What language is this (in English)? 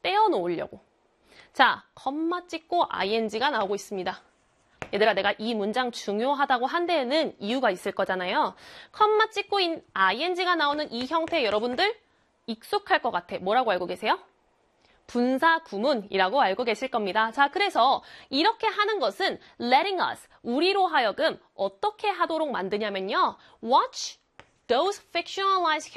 Korean